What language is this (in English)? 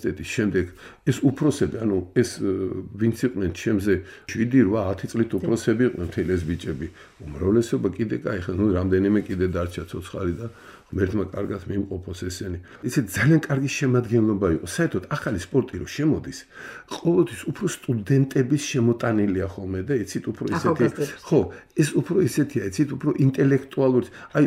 Georgian